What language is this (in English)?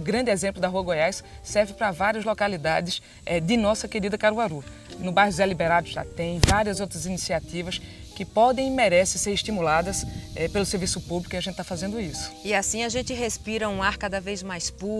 Portuguese